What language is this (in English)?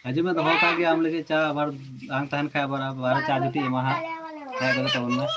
Santali